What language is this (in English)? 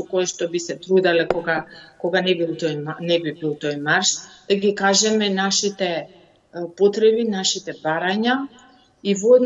Macedonian